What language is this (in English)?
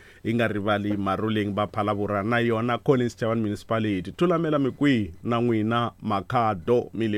Tsonga